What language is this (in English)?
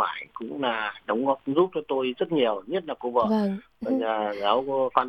Vietnamese